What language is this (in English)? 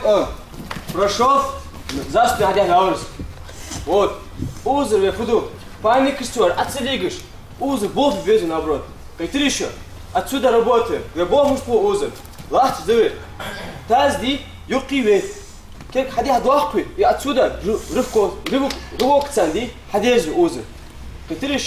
Ingush